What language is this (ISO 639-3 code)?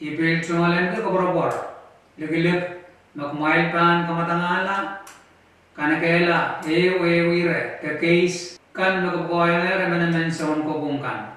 pon